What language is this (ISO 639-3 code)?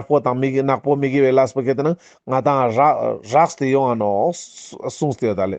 lbj